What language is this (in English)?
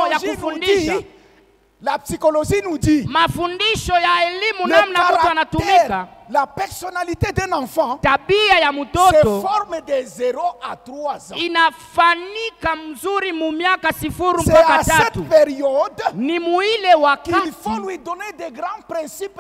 Swahili